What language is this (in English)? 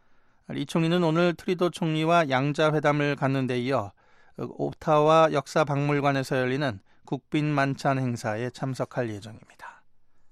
Korean